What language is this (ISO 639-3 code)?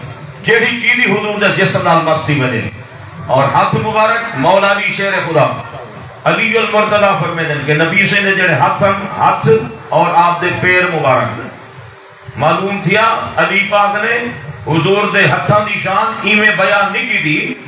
skr